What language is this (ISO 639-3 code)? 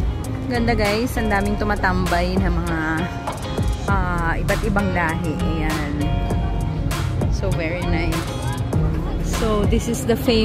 fil